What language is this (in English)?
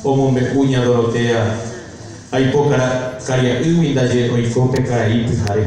Guarani